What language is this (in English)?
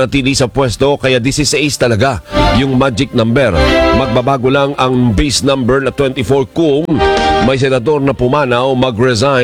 Filipino